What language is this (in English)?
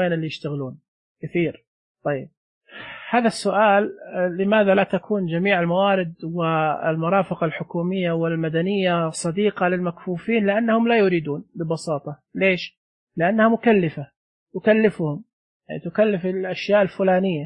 Najdi Arabic